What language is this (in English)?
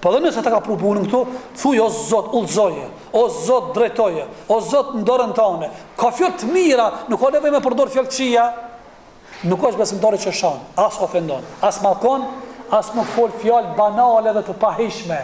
Albanian